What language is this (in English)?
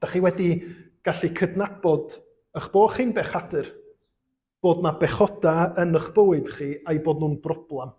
Welsh